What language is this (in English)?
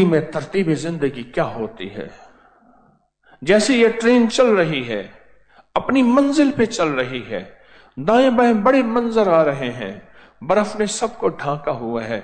Urdu